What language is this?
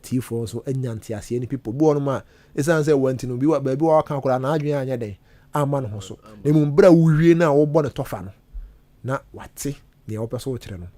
Akan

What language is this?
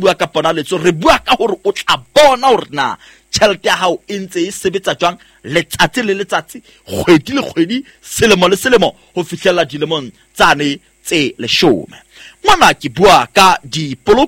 Southern Sotho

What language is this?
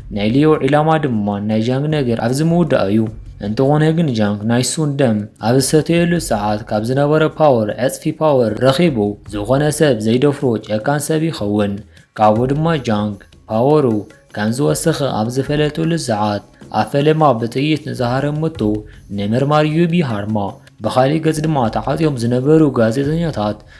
Tigrinya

